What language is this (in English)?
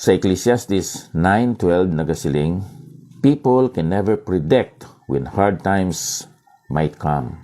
Hiligaynon